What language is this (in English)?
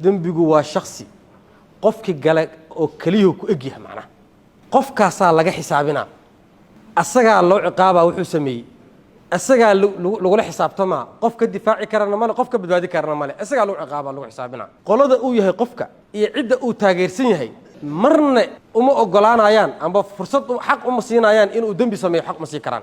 Somali